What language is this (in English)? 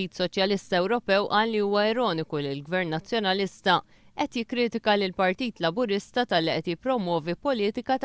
Maltese